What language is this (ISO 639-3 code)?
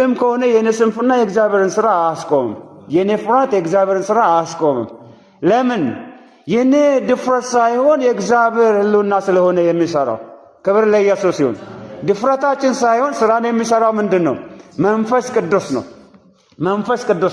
amh